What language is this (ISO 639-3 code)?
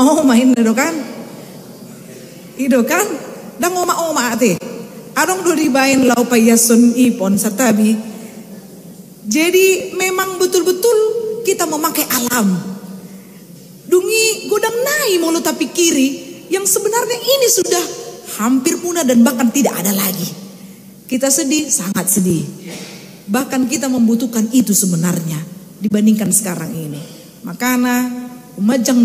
bbc